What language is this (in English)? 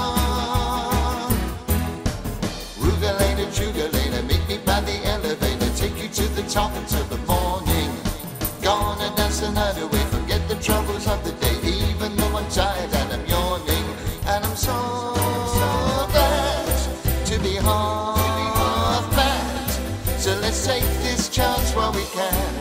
English